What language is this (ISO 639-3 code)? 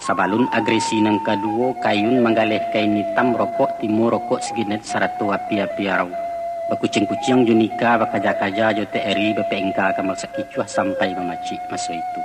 min